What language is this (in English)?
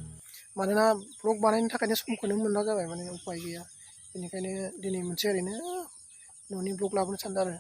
Bodo